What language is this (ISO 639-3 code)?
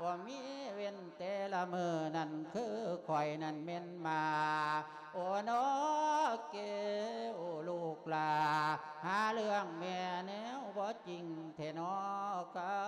lao